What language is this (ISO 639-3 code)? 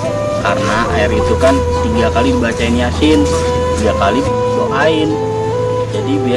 bew